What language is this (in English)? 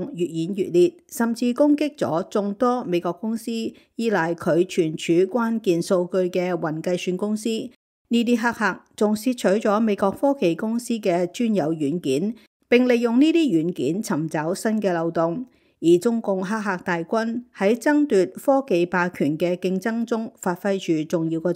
Cantonese